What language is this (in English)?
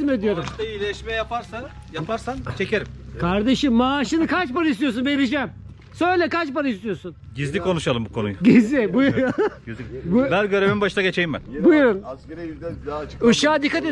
Turkish